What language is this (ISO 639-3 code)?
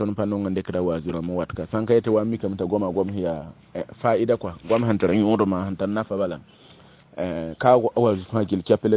mos